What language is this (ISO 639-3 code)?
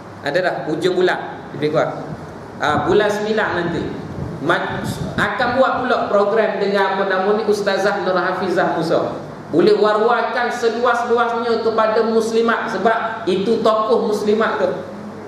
msa